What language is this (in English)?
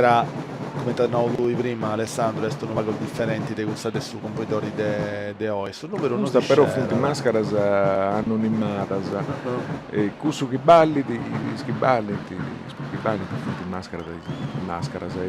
Sardinian